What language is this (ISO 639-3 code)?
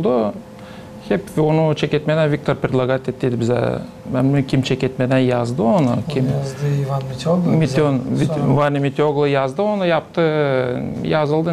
gag